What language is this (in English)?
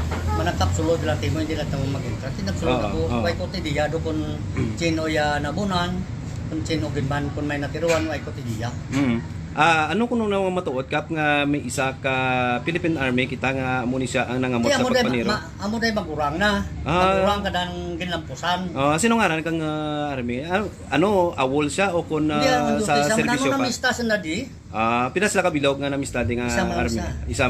Hiligaynon